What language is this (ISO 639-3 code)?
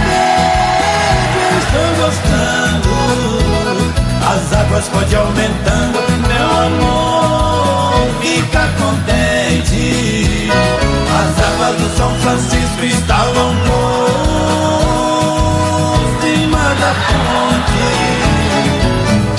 por